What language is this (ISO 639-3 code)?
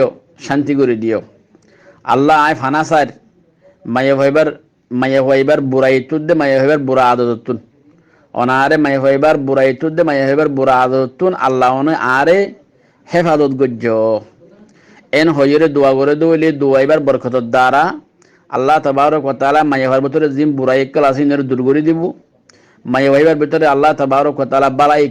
rhg